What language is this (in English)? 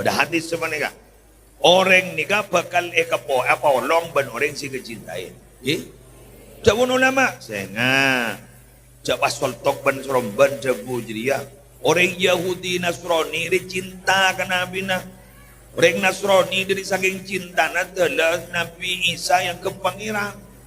Madurese